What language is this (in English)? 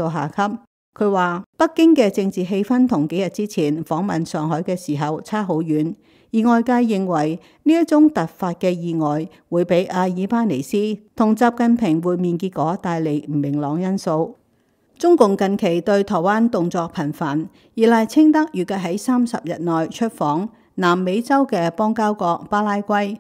Cantonese